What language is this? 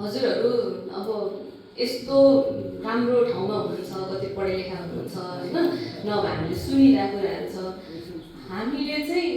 Nepali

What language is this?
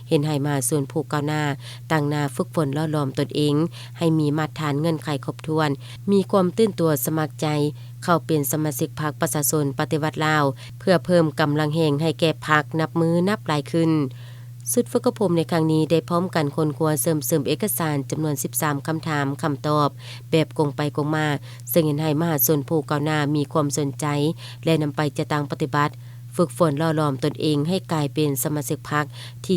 Lao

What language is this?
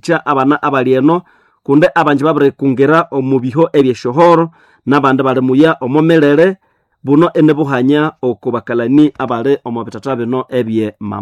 Nande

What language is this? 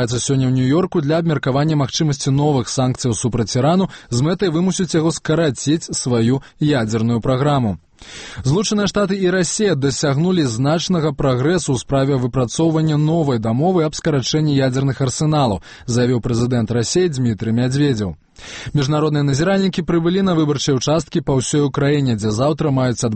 Belarusian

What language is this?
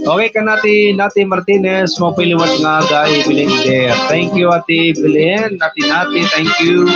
Waray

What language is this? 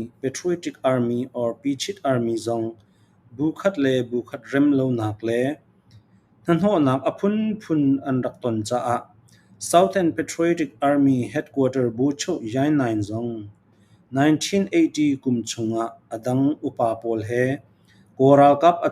Falam Chin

